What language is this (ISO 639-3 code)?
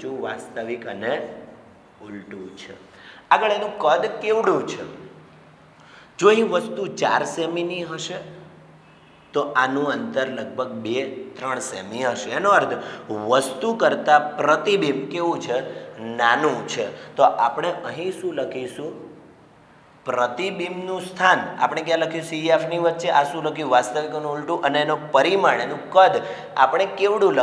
guj